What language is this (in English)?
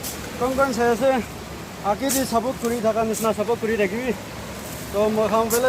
Naga Pidgin